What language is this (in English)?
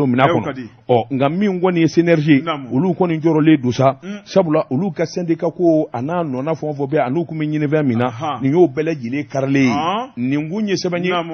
Bambara